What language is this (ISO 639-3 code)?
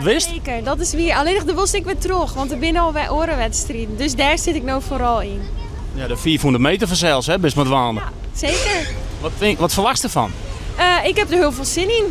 fry